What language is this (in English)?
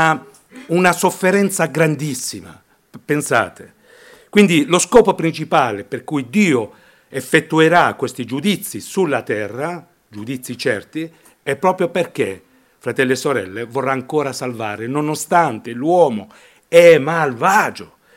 Italian